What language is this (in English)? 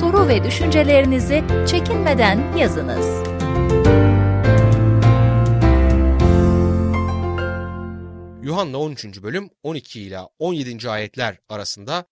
Turkish